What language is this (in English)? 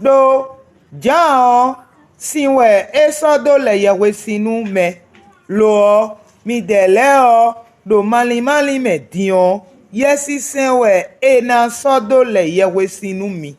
Fon